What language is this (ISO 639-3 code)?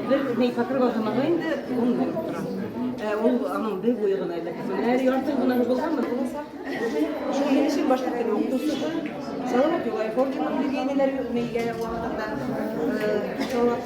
bak